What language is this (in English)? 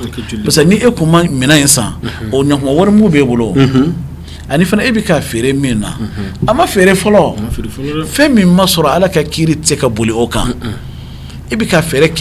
Bambara